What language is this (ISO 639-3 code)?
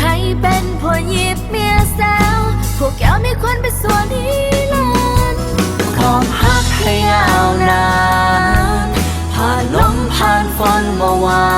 lao